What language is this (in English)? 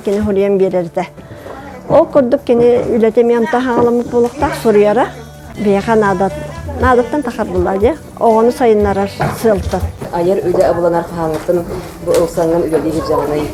Yakut